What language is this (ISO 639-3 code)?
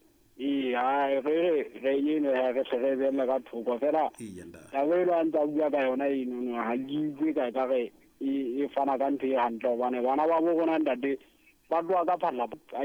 sot